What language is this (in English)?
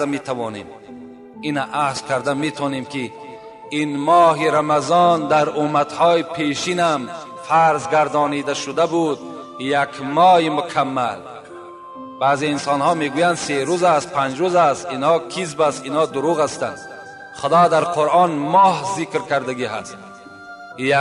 Tajik